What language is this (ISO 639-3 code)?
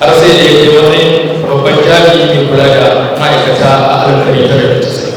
hau